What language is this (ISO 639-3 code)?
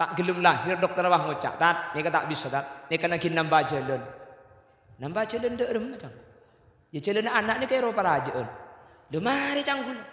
mad